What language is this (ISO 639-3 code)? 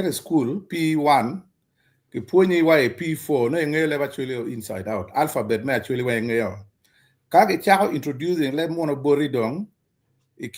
ach